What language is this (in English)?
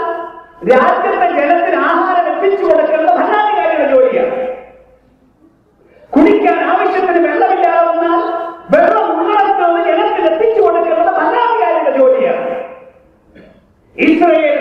Malayalam